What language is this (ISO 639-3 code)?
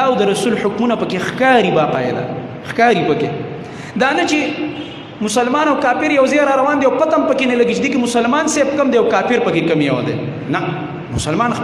pus